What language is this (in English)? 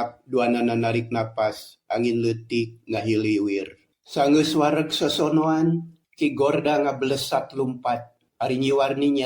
Sundanese